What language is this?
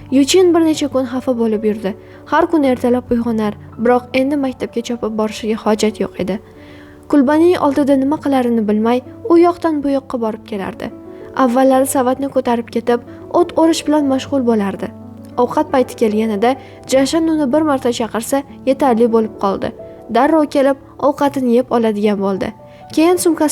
Uzbek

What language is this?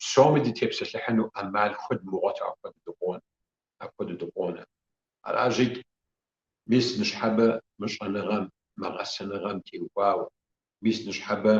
Kabardian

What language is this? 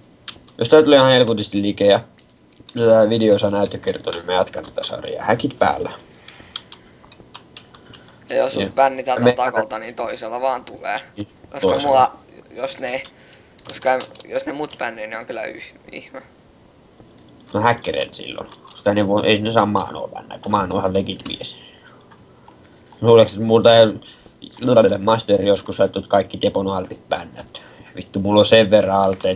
Finnish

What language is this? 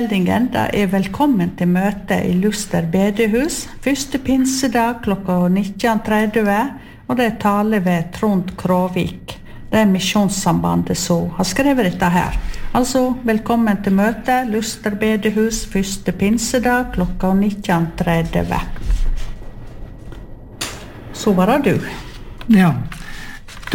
Norwegian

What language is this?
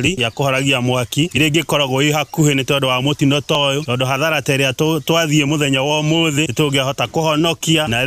Kikuyu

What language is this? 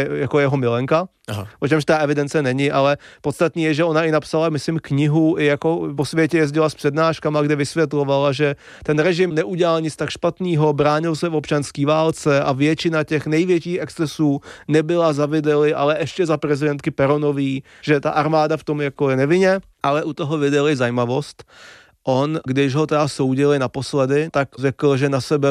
Czech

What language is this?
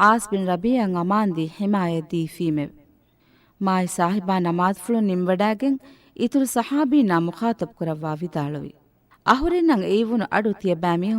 Divehi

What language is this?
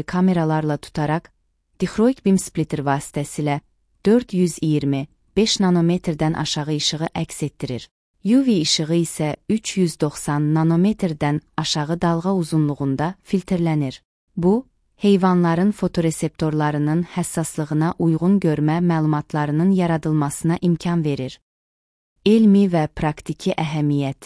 Azerbaijani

